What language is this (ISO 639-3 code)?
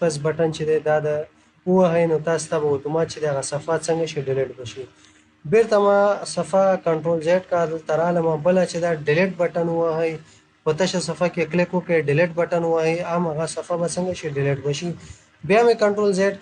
pus